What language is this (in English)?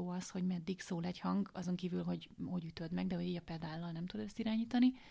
Hungarian